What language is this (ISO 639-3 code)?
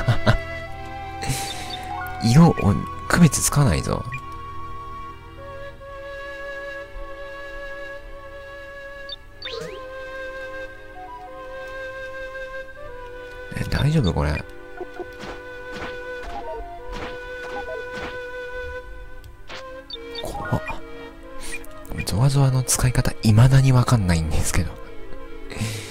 jpn